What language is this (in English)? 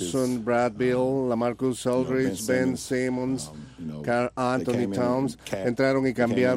Spanish